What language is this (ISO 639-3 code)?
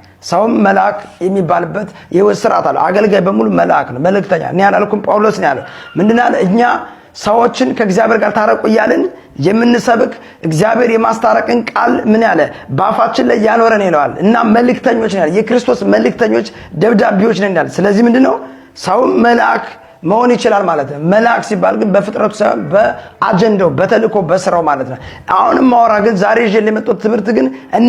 amh